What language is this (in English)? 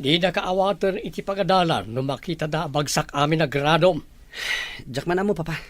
Iloko